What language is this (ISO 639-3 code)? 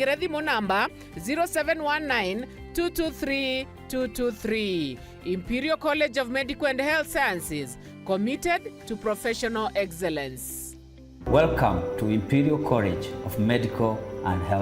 mer